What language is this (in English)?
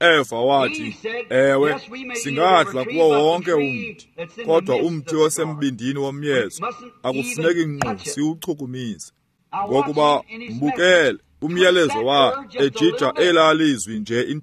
Xhosa